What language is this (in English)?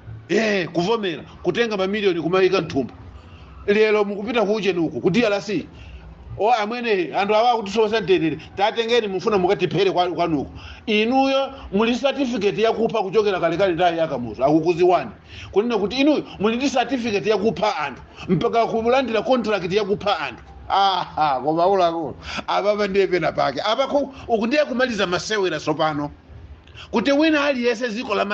Nyanja